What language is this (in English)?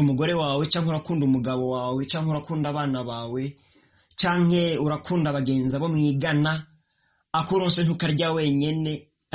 Rundi